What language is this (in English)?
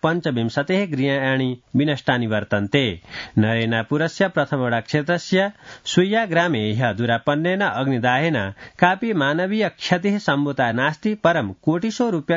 Sanskrit